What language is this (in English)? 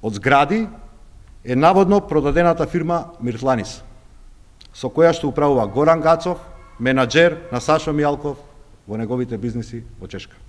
Macedonian